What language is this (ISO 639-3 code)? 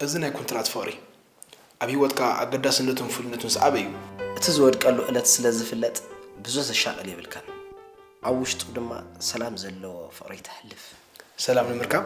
tir